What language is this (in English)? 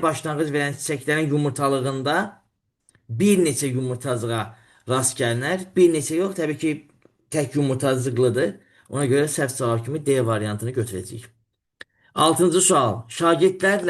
Azerbaijani